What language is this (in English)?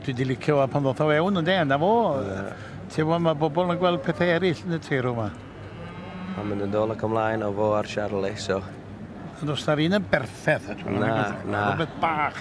Welsh